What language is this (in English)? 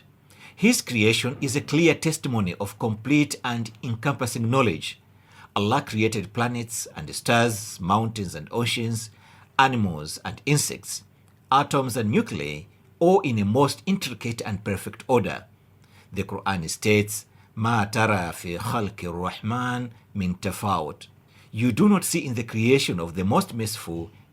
English